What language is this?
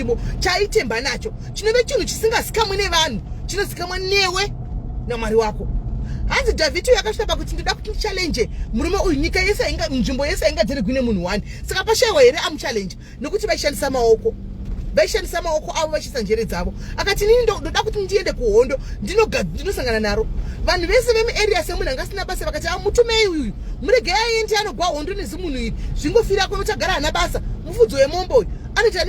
Shona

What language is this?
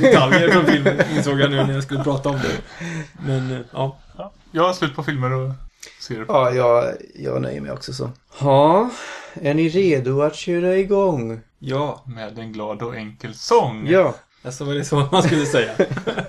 Swedish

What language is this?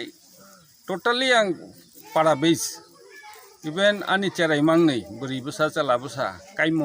Kok Borok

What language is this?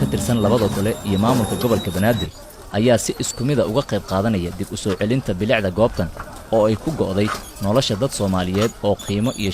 Somali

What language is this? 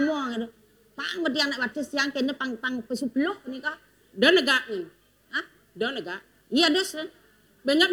Balinese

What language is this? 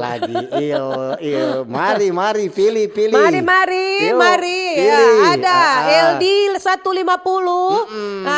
Manado Malay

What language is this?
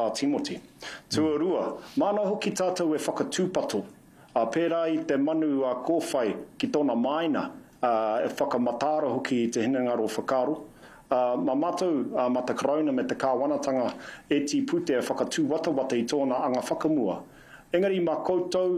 Māori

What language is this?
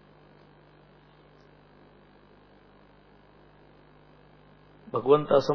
Marathi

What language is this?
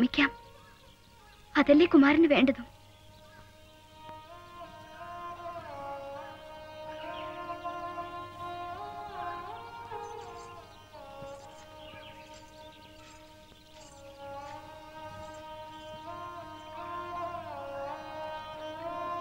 Malayalam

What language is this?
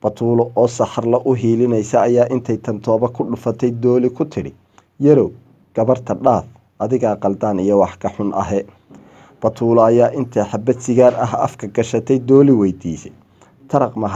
Somali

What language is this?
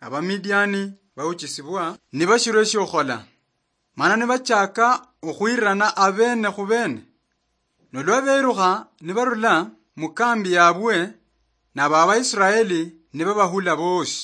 Luyia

